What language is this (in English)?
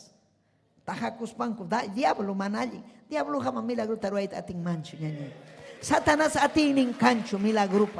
Ayacucho Quechua